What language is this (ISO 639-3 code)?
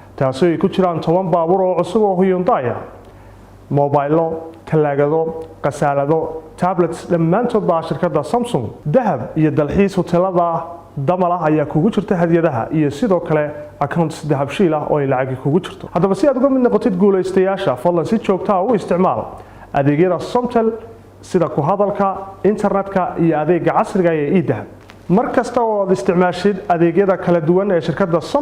som